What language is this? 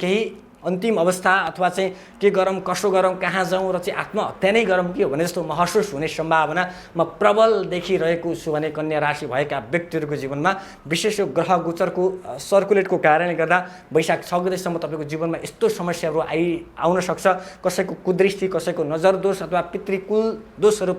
Nepali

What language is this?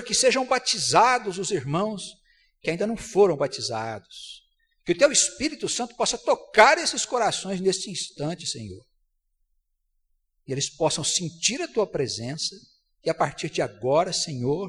Portuguese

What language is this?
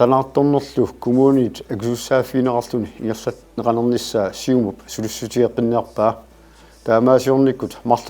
Kalaallisut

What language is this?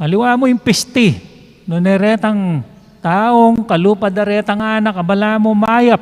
Pampanga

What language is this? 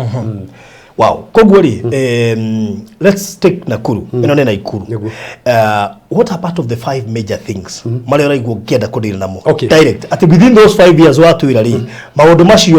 Kikuyu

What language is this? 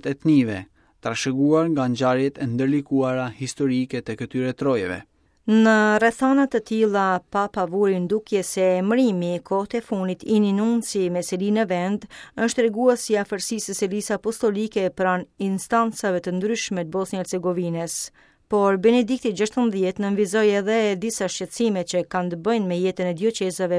Albanian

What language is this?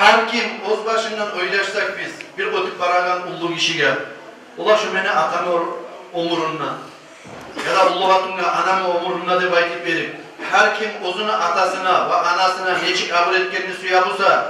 Kumyk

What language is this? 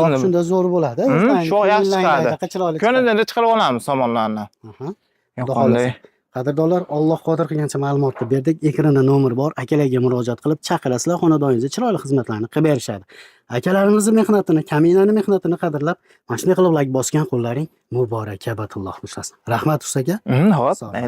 Uzbek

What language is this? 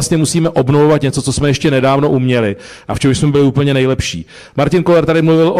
Czech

